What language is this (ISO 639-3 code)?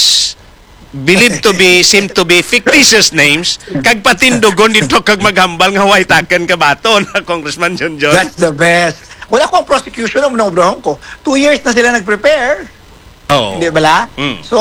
hil